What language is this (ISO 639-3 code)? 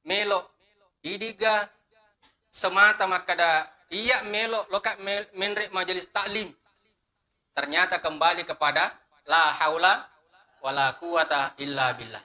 bug